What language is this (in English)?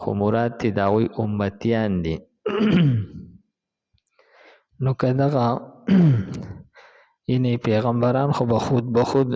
Pashto